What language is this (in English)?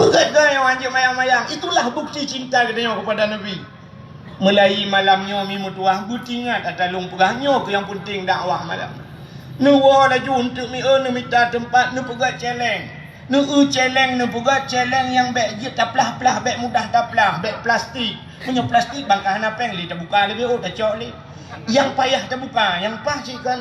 Achinese